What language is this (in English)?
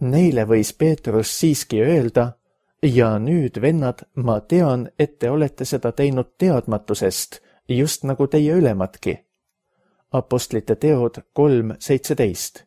Estonian